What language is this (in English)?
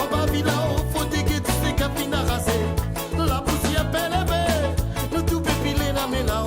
Morisyen